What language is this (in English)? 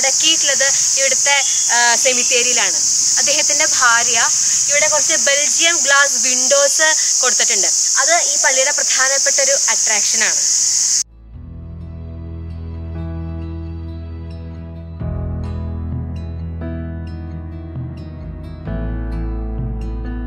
Malayalam